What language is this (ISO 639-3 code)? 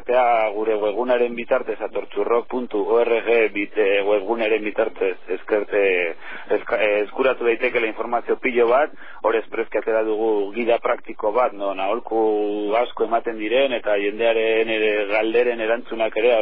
eus